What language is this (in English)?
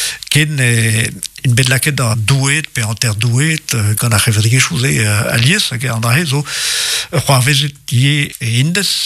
Breton